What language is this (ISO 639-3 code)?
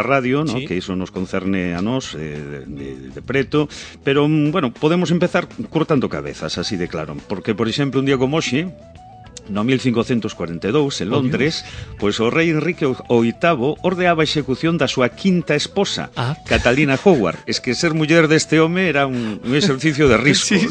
glg